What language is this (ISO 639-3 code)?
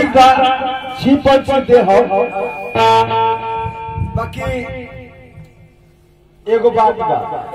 bho